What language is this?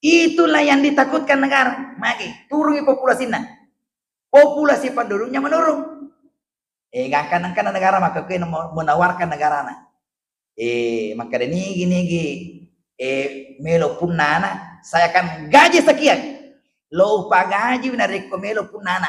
Buginese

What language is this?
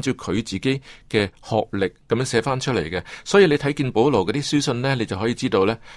Cantonese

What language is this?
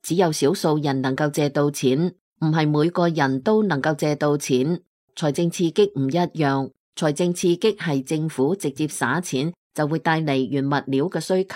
Cantonese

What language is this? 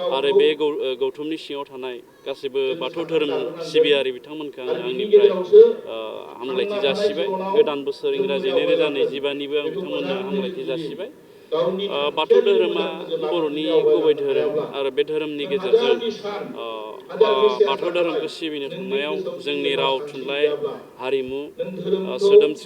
Bodo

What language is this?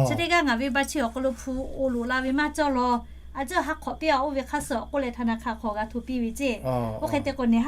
Lahu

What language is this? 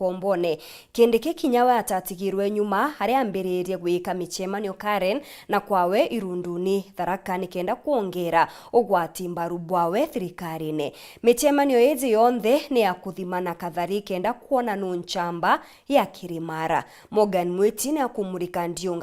Meru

